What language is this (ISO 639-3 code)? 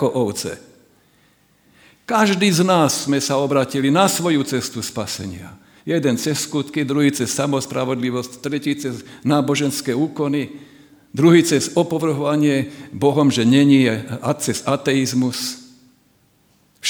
slk